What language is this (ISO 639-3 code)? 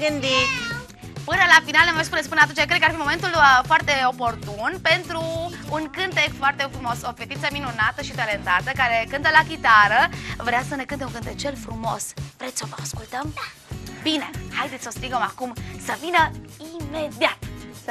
ron